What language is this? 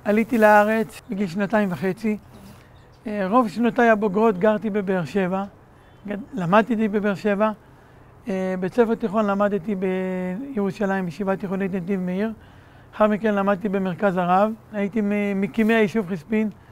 Hebrew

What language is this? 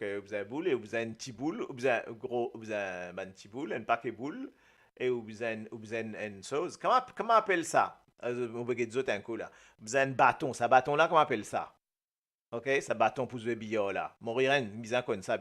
Morisyen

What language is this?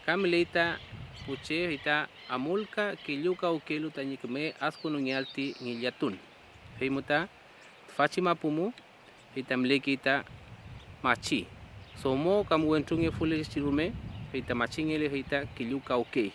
Mapuche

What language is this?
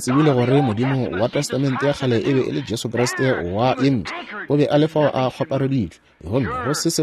Northern Sotho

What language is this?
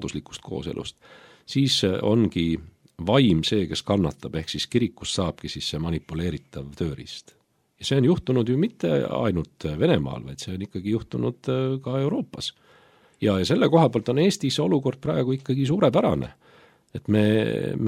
Estonian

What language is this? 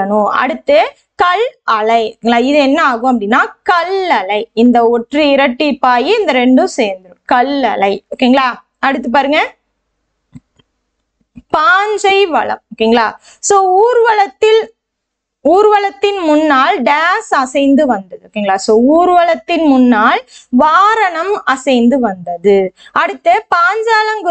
Tamil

